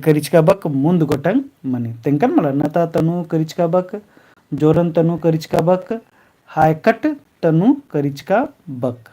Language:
Kurukh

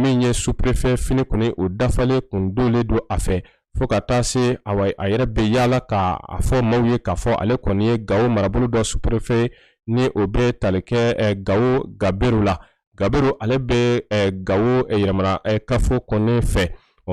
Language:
Bambara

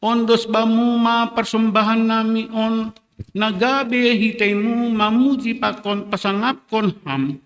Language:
Batak Simalungun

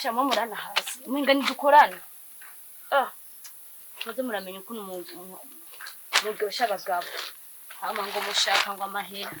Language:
Rundi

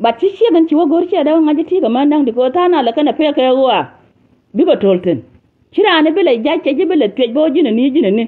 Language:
Nuer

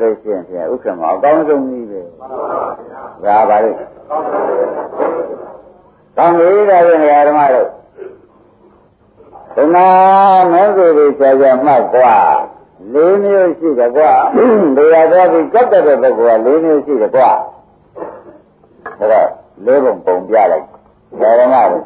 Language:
Burmese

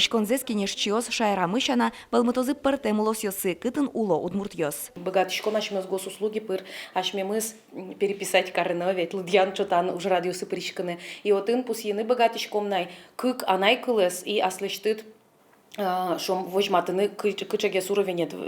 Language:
Udmurt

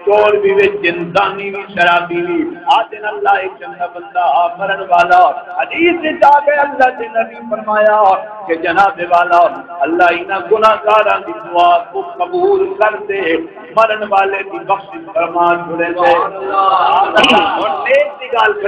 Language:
Saraiki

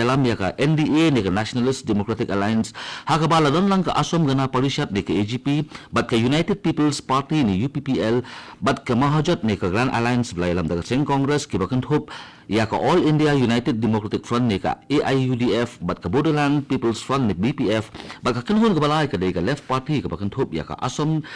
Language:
Khasi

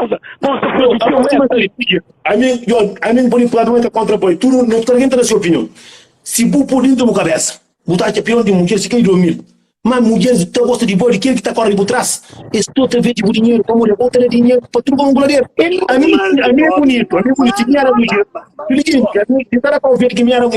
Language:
Kabuverdianu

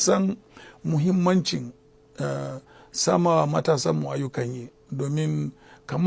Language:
Hausa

